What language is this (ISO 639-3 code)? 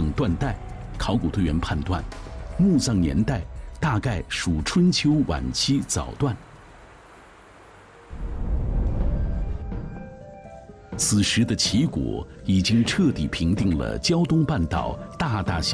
zho